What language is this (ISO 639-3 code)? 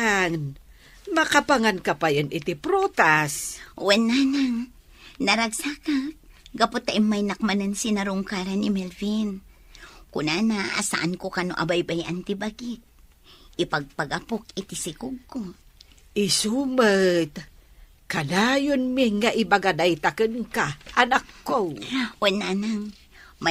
ilo